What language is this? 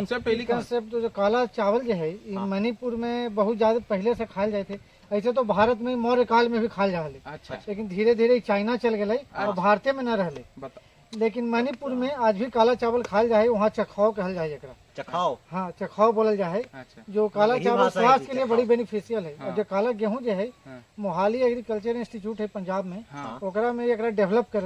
Magahi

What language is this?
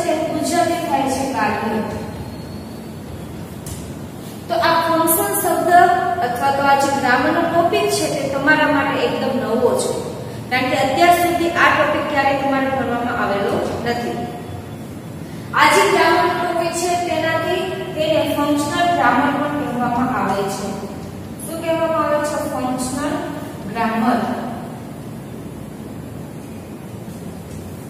Gujarati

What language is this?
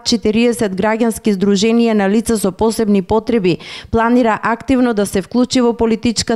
Macedonian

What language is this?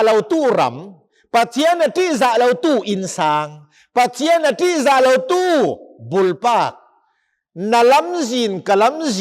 Hakha Chin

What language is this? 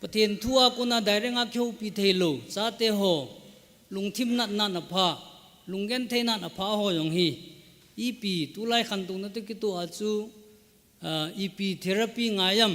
Thado Chin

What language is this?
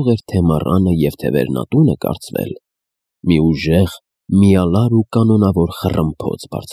Armenian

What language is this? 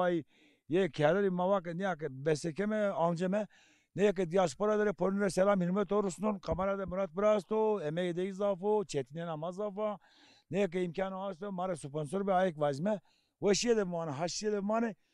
Zaza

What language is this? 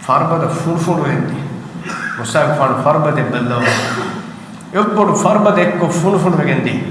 Divehi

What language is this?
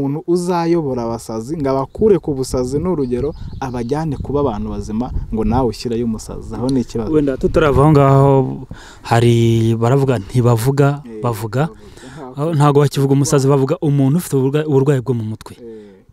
Kinyarwanda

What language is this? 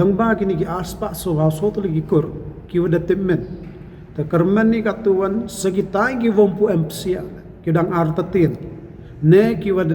Pnar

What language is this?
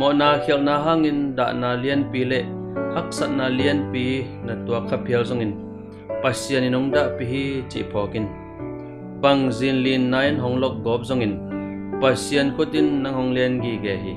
Tedim Chin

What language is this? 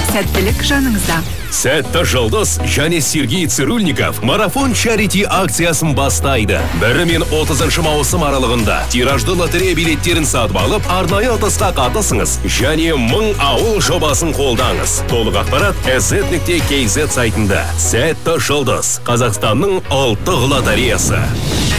Kazakh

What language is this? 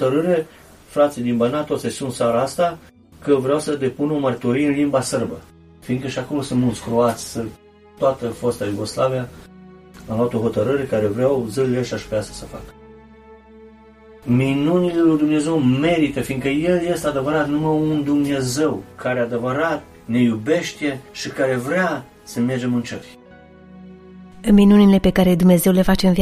Romanian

